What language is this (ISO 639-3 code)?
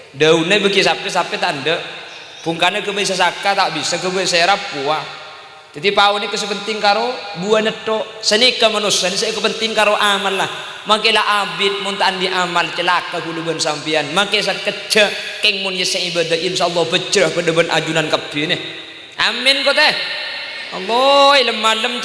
mad